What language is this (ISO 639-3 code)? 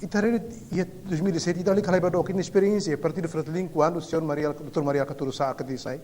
tet